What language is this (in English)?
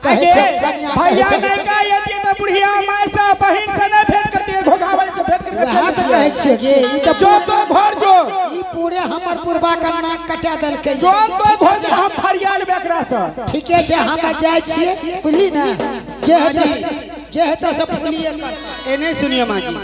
Angika